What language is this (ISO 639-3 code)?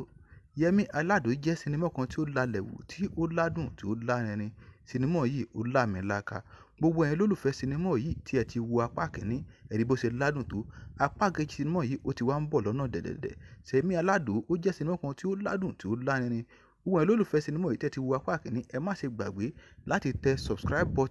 yor